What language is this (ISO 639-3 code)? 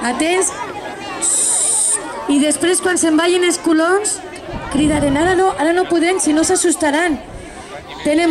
cat